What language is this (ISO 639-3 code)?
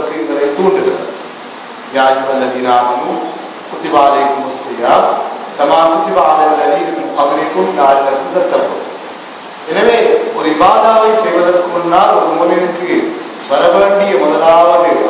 tam